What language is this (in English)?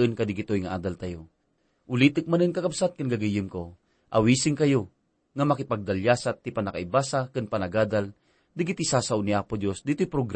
Iloko